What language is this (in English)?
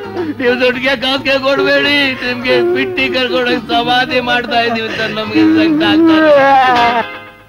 Kannada